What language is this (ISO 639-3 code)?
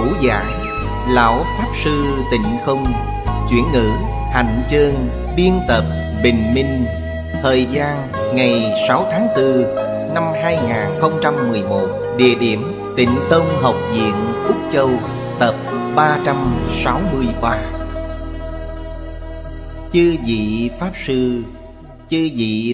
vie